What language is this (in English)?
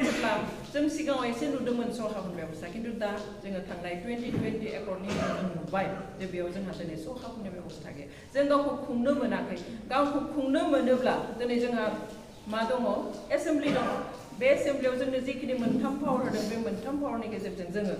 Bodo